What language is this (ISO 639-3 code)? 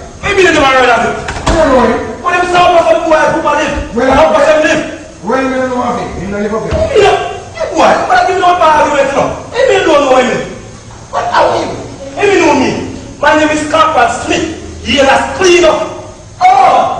jam